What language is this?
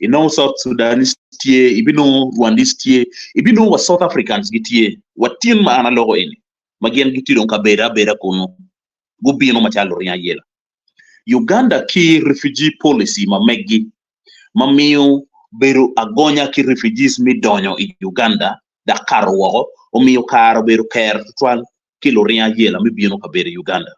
Acoli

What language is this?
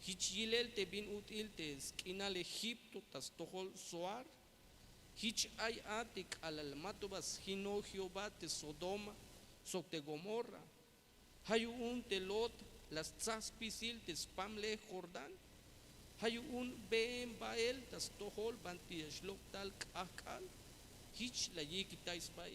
Tzeltal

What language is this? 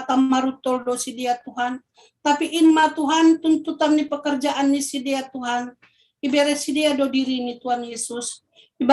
Batak Simalungun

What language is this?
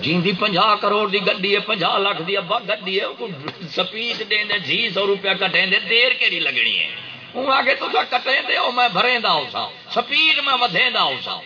Saraiki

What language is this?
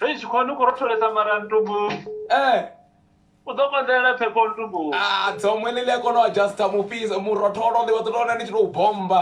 Venda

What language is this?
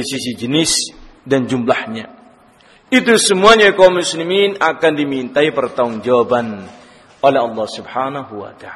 Indonesian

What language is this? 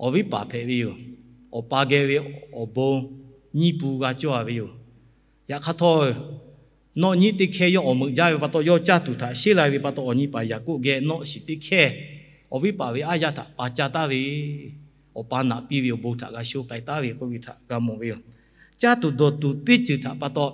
Lahu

